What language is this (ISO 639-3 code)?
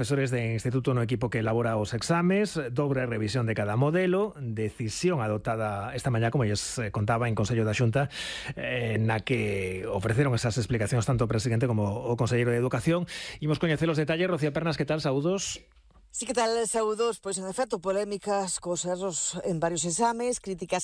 glg